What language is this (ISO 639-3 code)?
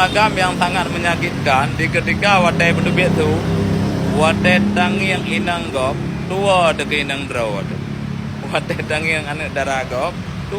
ace